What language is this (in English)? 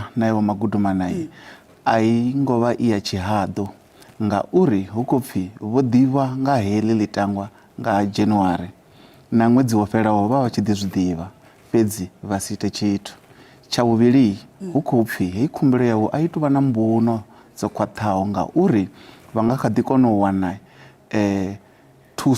Venda